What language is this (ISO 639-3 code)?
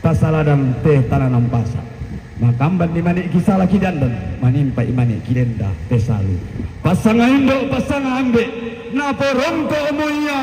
sda